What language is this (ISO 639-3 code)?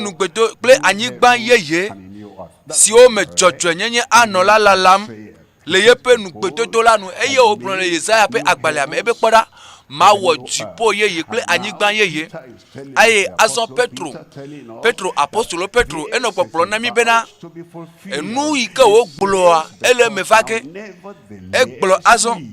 ewe